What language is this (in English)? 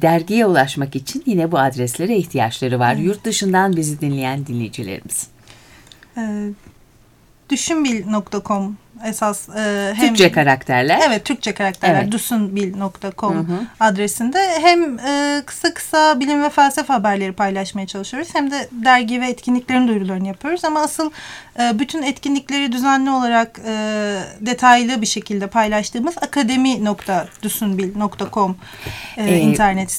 Turkish